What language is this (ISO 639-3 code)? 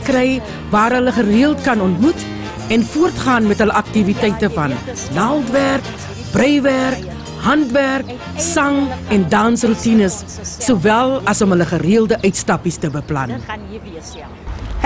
afr